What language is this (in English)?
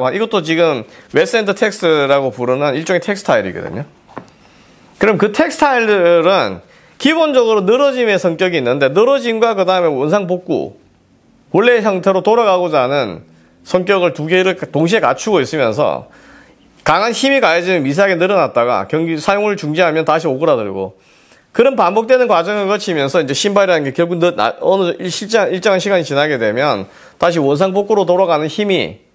Korean